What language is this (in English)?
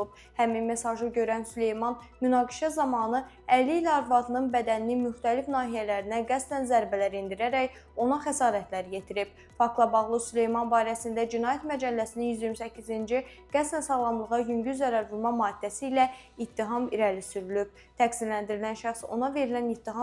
Azerbaijani